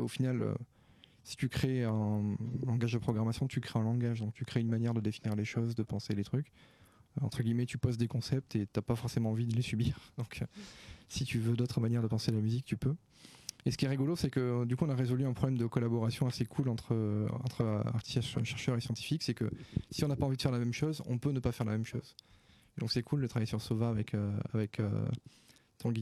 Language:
French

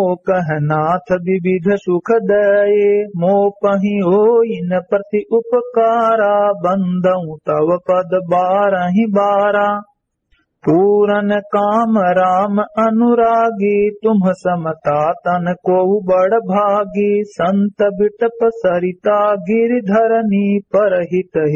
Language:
Awadhi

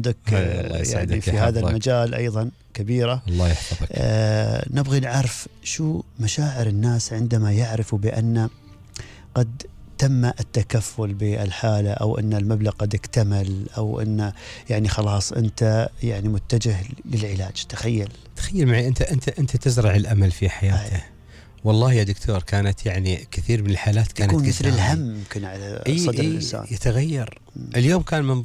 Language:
Gulf Arabic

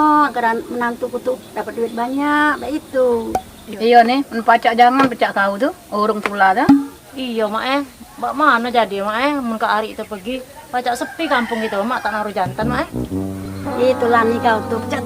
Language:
Musi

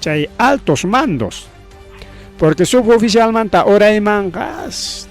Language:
Ayacucho Quechua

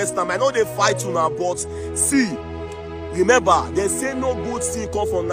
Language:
Nigerian Pidgin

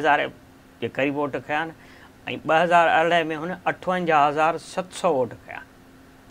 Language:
Sindhi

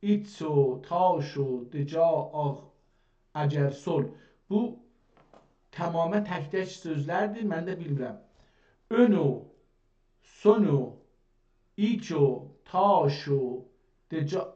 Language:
South Azerbaijani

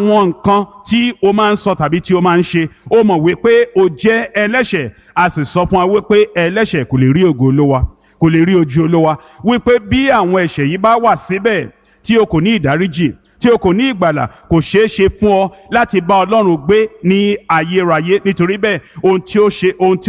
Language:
Yoruba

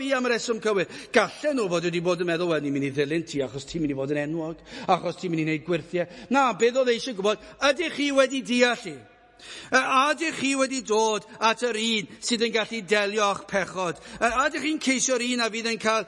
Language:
Welsh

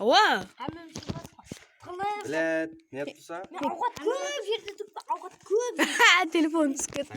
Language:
Kara-Kalpak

